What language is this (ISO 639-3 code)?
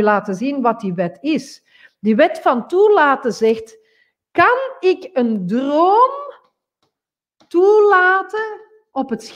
nld